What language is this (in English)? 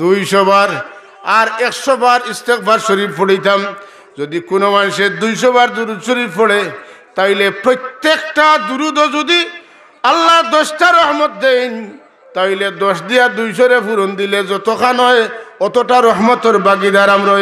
Sylheti